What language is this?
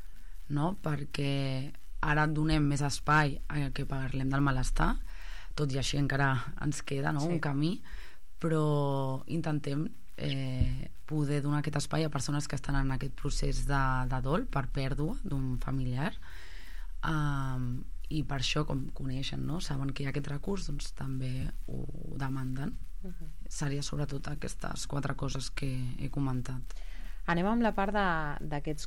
Catalan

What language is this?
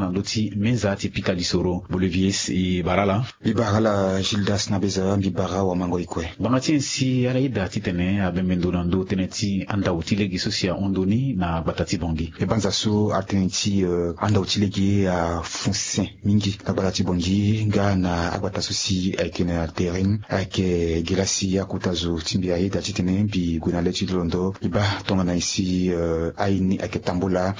Sango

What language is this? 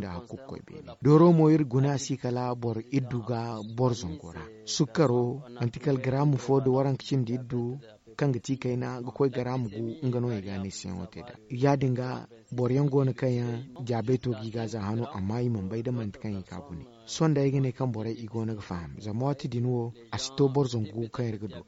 Zarma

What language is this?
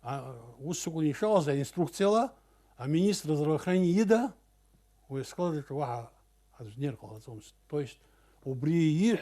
Abkhazian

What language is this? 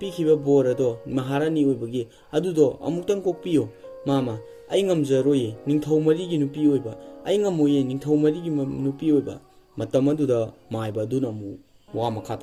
Manipuri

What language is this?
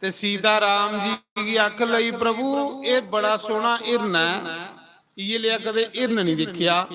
Dogri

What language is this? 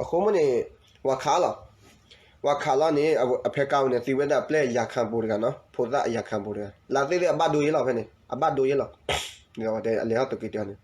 S'gaw Karen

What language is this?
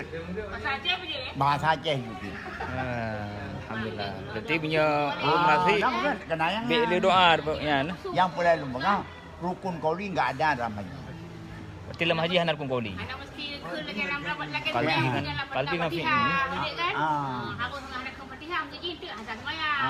Achinese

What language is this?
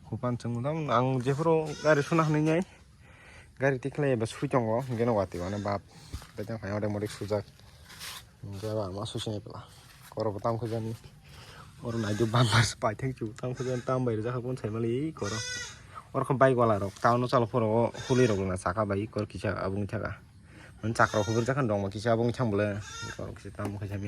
Kok Borok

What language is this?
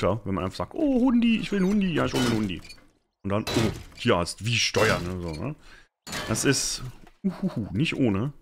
German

